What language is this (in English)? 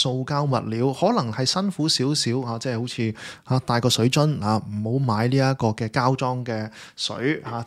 Cantonese